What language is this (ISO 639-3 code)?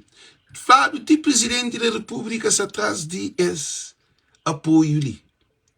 kea